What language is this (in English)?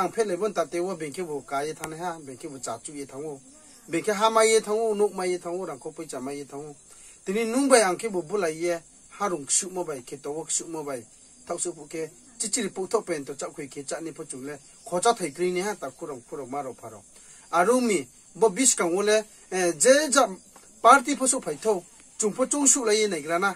Riang (India)